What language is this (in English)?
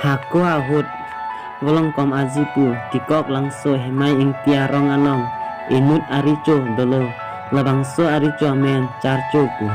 Karbi